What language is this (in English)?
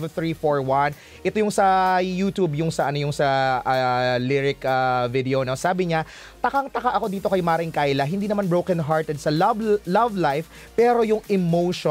Filipino